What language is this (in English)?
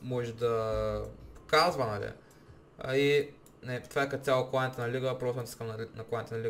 Bulgarian